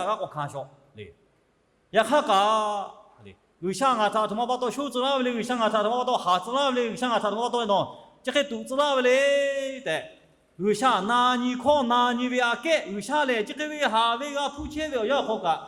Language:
Lahu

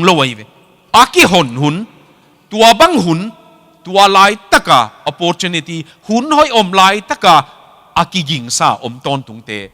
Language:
Tedim Chin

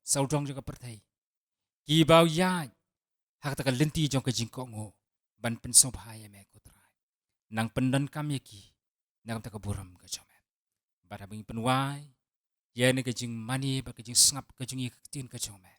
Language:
Khasi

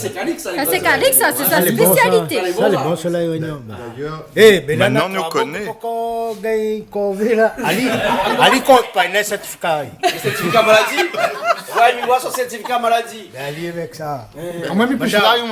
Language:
Réunion Creole French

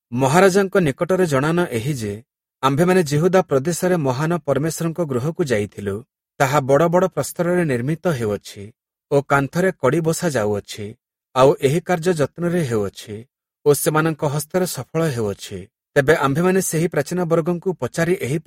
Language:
Odia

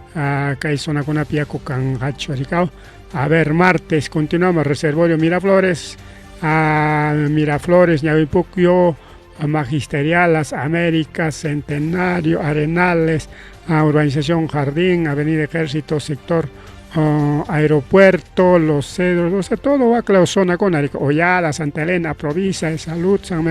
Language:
Ayacucho Quechua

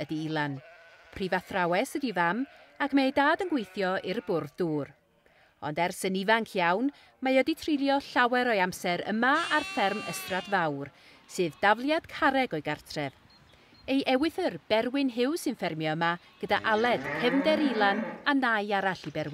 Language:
Welsh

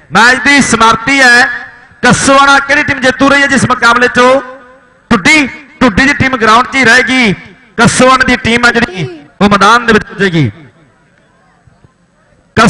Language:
Punjabi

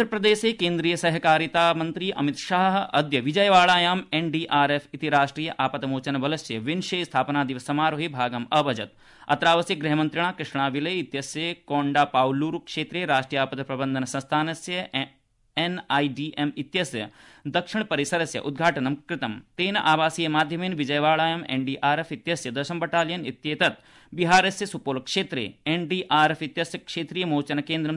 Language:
Sanskrit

